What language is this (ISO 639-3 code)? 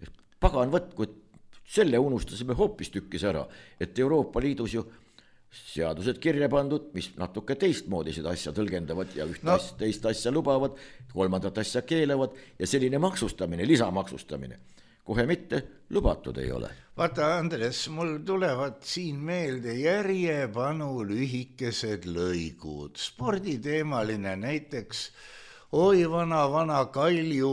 est